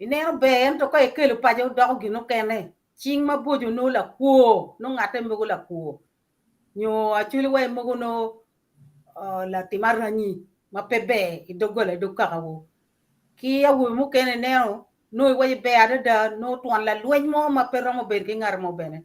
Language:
Acoli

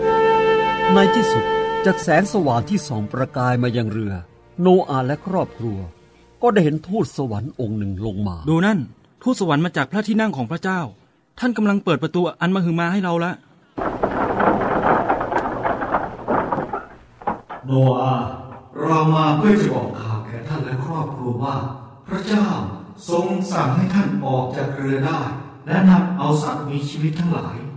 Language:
Thai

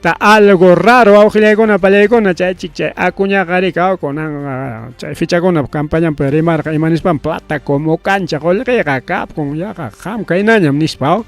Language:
Ayacucho Quechua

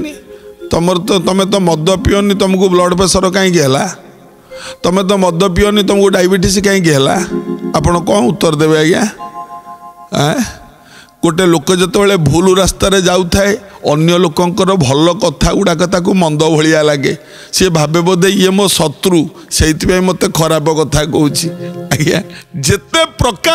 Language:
Odia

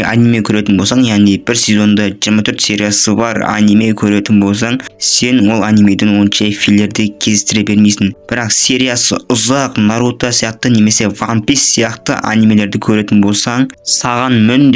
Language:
Kazakh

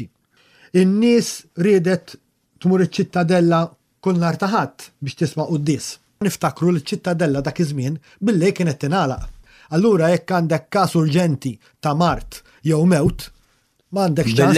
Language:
Maltese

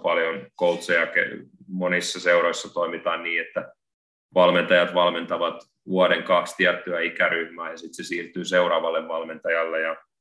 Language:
Finnish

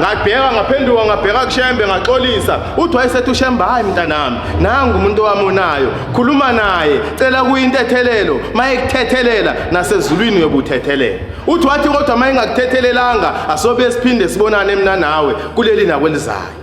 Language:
Zulu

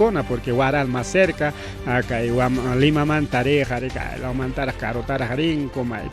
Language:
Ayacucho Quechua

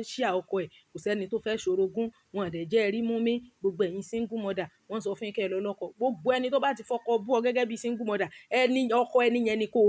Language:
Yoruba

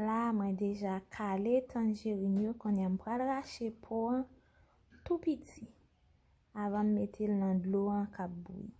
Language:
Haitian Creole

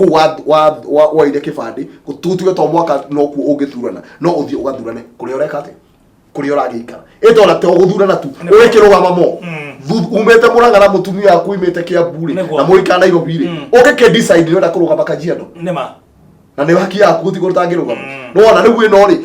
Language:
Kikuyu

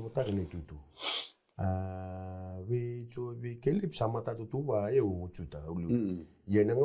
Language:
Fijian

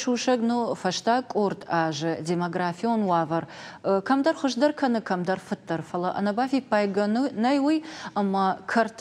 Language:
Ossetic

